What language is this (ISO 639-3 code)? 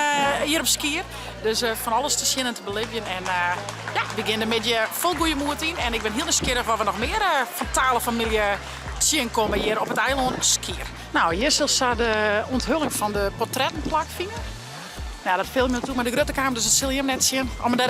fry